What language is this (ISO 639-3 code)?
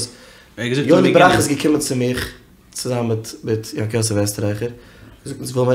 yid